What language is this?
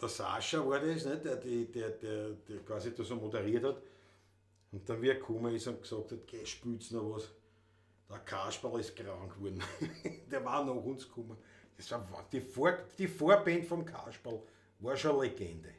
Bavarian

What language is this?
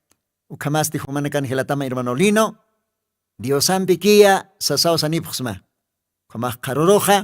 Aymara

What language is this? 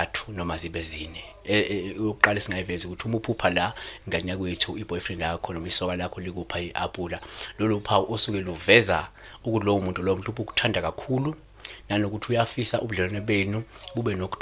Zulu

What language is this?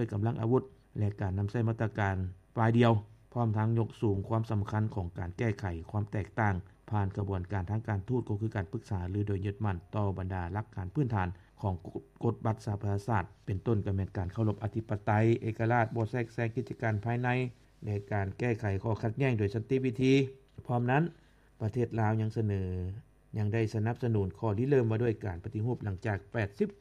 Lao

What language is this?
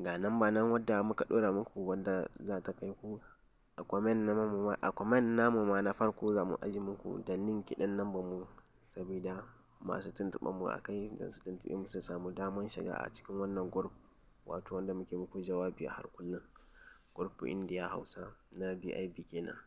Hausa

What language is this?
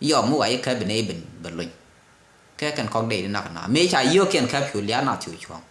Nuer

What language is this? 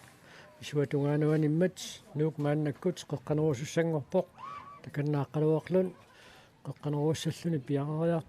Kalaallisut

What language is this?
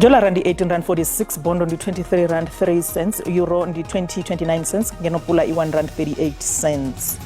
Venda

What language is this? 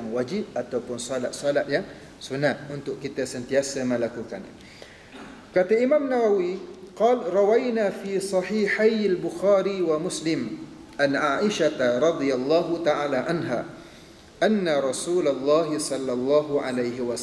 Malay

